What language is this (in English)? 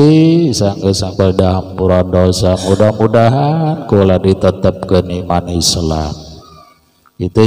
Sundanese